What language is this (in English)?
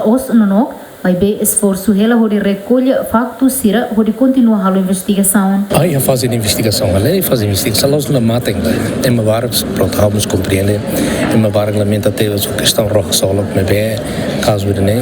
Tetum